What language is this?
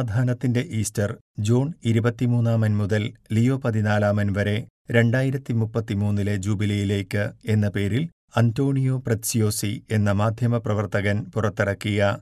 Malayalam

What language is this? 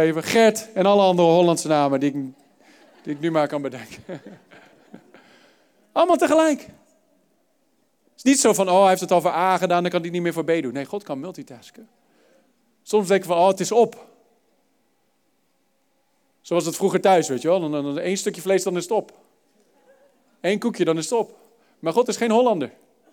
Dutch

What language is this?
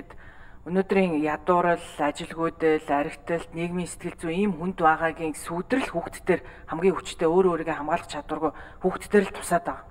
Mongolian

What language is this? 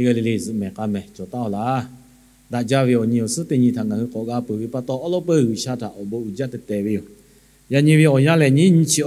Lahu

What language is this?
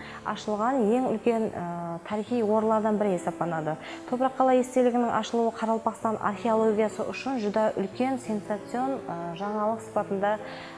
Kara-Kalpak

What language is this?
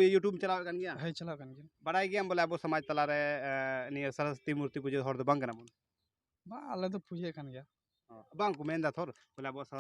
Santali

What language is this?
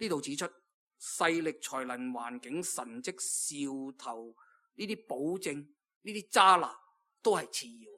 Cantonese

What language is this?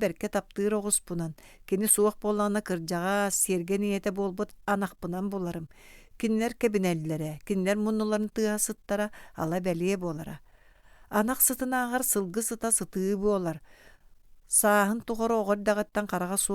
Yakut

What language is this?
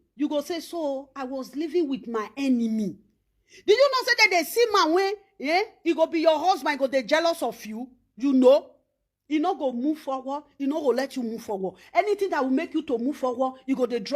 Nigerian Pidgin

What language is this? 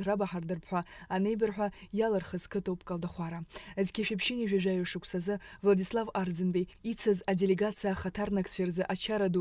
Abkhazian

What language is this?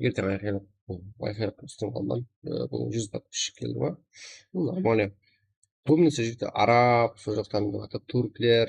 Kara-Kalpak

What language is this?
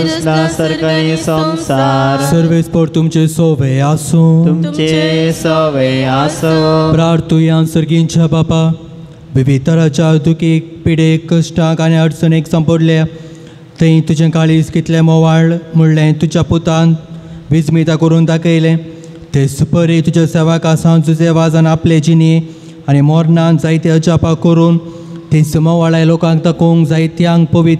Konkani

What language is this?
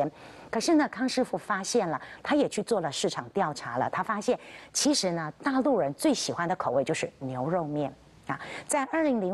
Chinese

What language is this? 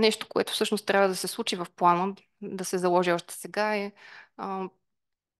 Bulgarian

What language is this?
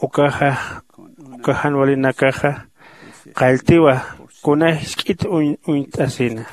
Aymara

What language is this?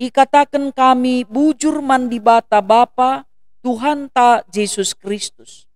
Batak Karo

